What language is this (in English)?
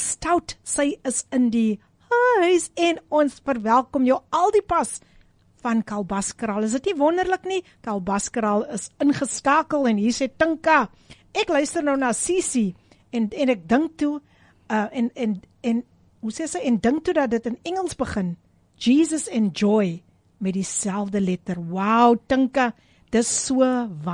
Afrikaans